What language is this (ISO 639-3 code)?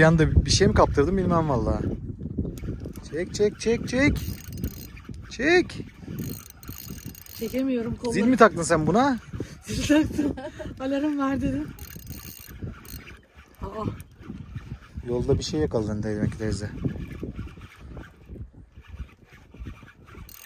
tur